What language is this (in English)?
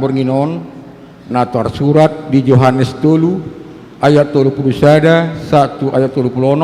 Batak Toba